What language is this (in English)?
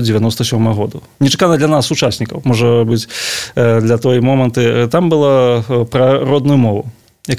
Belarusian